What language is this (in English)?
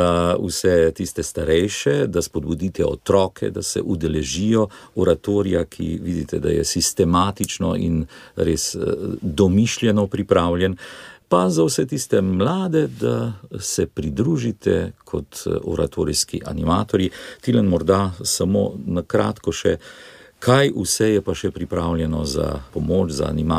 Slovenian